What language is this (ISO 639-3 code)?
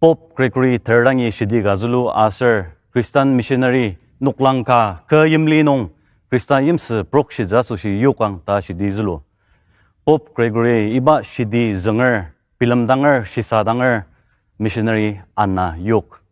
njo